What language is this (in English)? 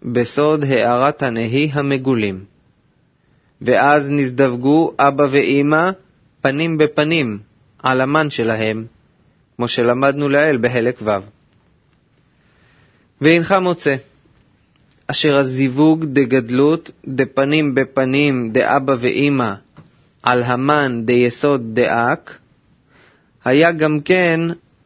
Hebrew